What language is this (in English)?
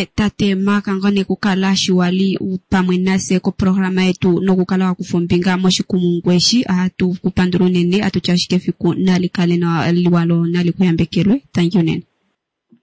Kuanyama